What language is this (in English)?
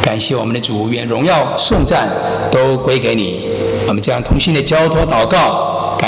Chinese